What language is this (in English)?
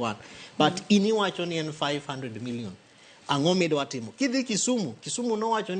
Luo (Kenya and Tanzania)